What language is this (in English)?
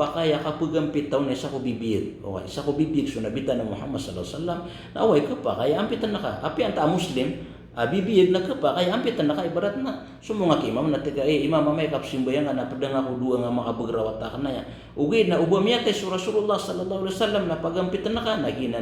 Maranao